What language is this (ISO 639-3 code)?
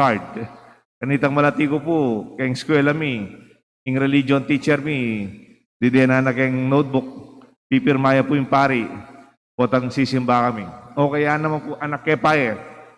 pam